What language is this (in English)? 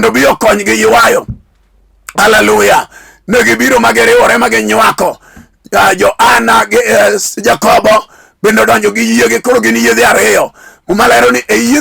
Luo (Kenya and Tanzania)